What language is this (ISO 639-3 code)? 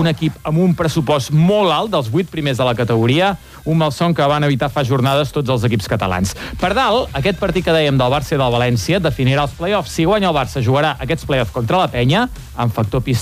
cat